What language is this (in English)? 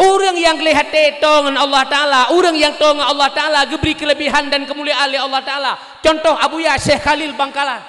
Achinese